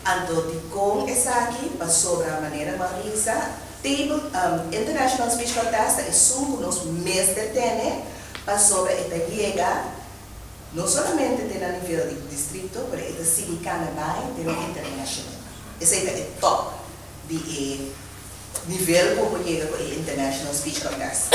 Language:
Papiamento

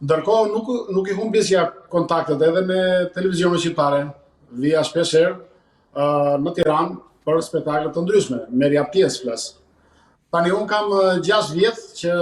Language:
Albanian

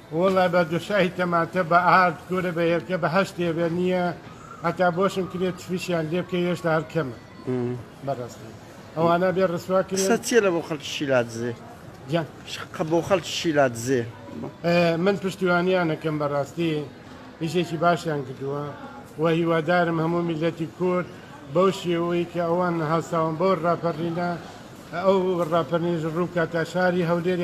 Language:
Central Kurdish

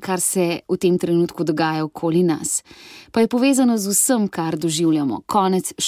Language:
Slovenian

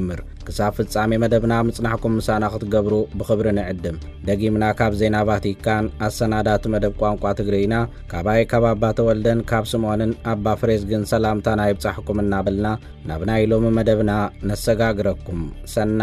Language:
Tigrinya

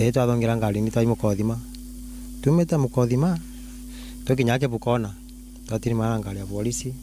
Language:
Meru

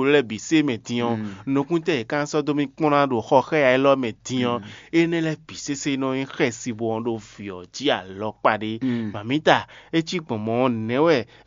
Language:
Fon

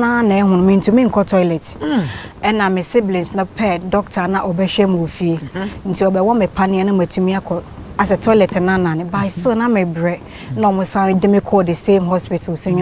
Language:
Akan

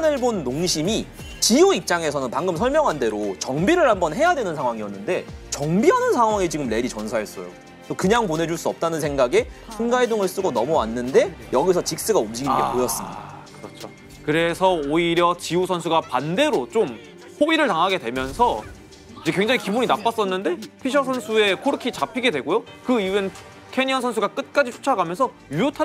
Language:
Korean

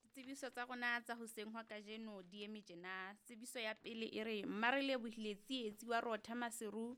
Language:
Southern Sotho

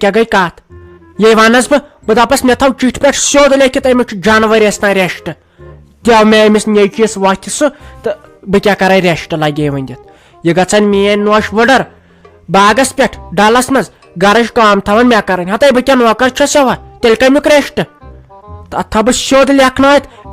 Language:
Kashmiri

